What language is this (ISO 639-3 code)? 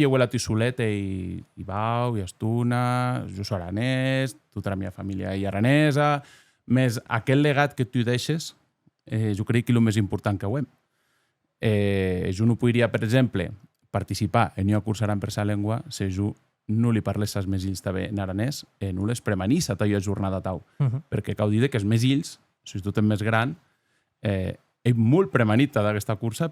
oci